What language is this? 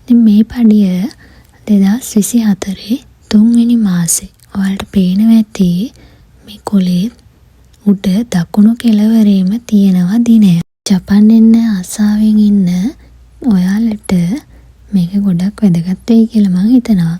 Sinhala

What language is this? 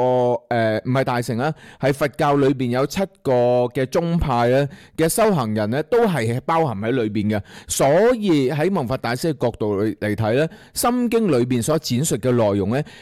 Cantonese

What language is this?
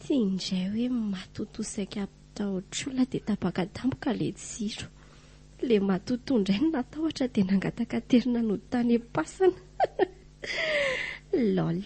Malagasy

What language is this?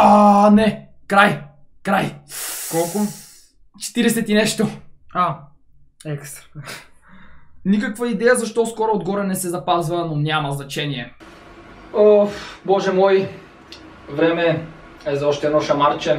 Bulgarian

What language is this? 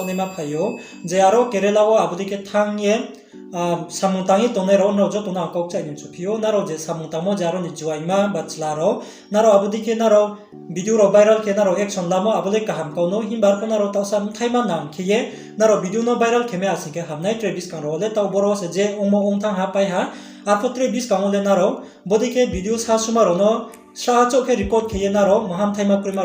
Riang (India)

